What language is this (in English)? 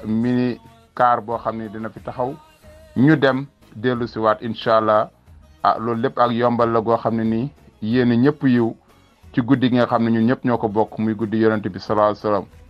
Wolof